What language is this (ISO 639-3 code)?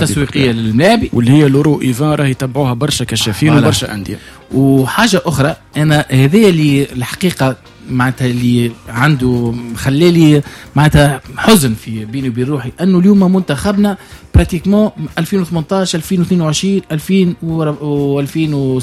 aeb